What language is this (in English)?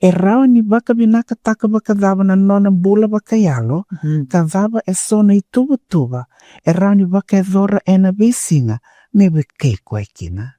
Fijian